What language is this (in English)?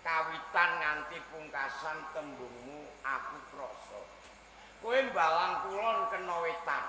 Javanese